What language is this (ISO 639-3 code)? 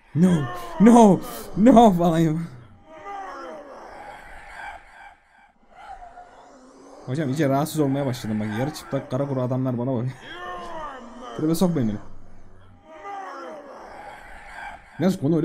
tur